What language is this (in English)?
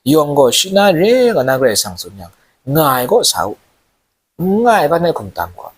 Kachin